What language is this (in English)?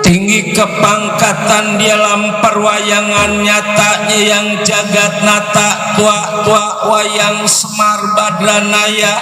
Betawi